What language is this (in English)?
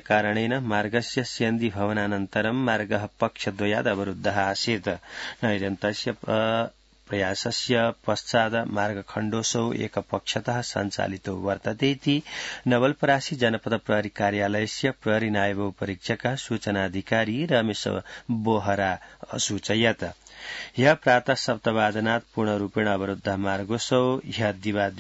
Sanskrit